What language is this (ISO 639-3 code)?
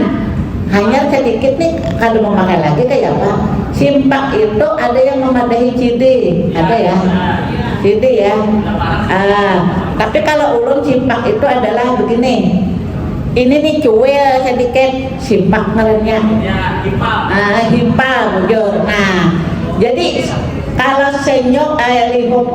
bjn